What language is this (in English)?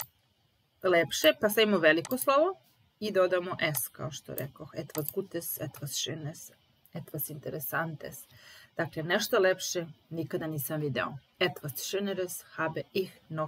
Serbian